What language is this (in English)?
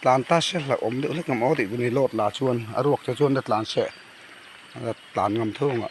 Mizo